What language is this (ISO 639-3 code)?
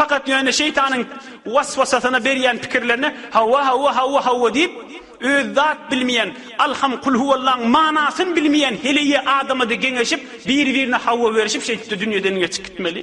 tuk